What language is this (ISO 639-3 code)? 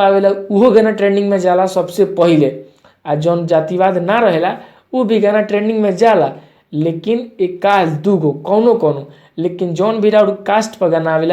bho